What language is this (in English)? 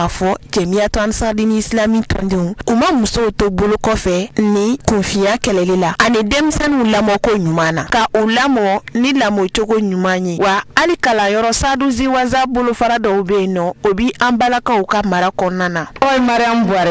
Bambara